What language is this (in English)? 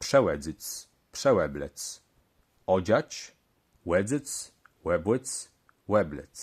Kashubian